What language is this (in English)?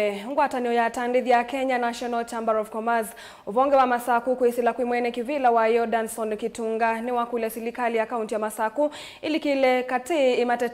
Kamba